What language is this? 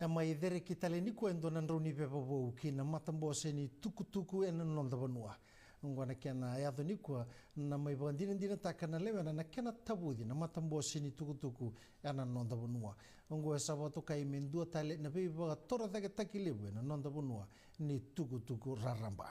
Fijian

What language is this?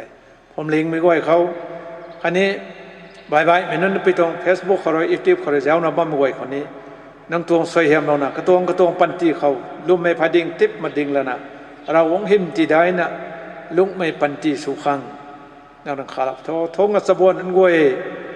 Rongmei Naga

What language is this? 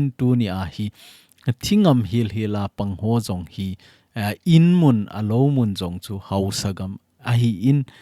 Thado Chin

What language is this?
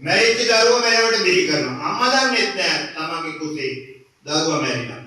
Sinhala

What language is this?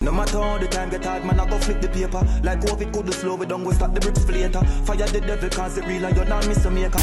Jamaican Creole English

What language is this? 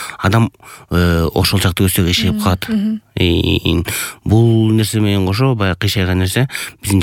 Kyrgyz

